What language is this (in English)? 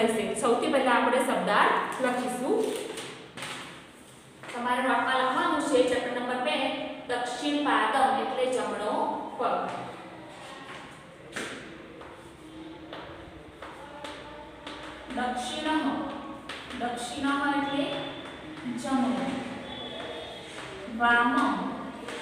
Gujarati